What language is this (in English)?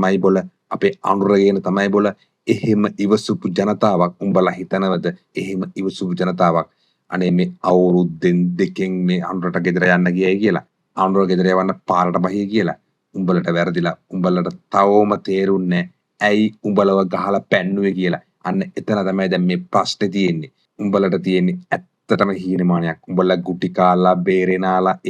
Sinhala